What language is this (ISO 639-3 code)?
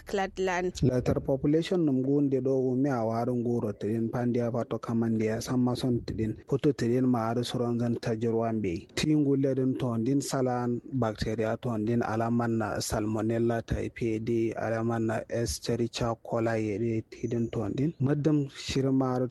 kau